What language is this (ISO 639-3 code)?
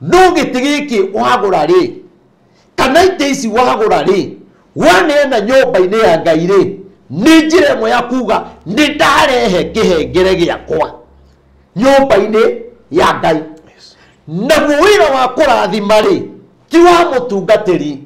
kik